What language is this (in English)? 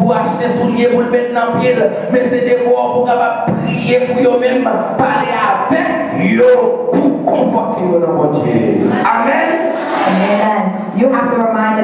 Haitian Creole